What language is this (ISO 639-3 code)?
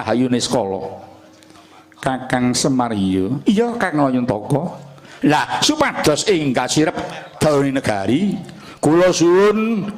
jav